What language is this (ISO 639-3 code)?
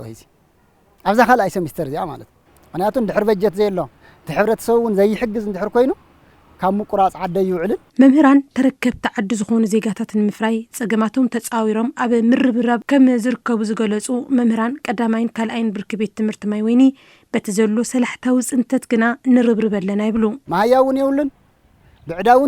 tir